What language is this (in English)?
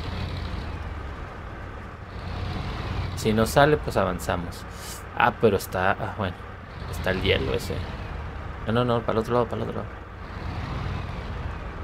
Spanish